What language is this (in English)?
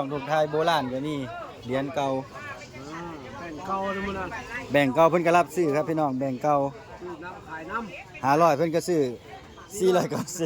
Northeastern Thai